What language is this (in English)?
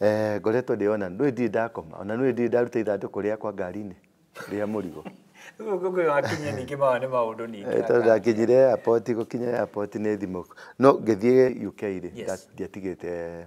Kikuyu